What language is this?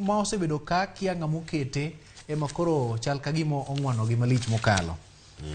Luo (Kenya and Tanzania)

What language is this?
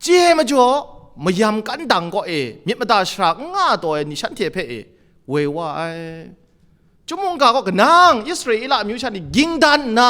Kachin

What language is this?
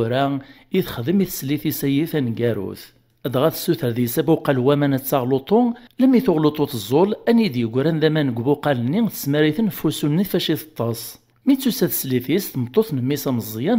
Kabyle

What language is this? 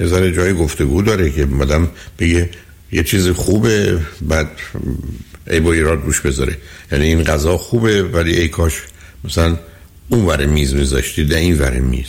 Persian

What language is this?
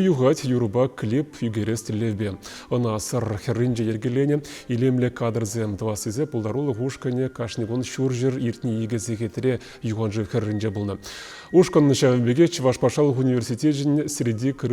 Chuvash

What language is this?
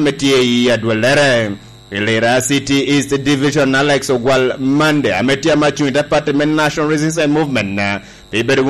Lango (Uganda)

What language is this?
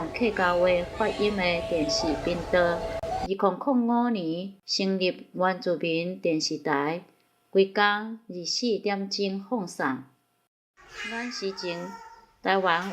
Min Nan Chinese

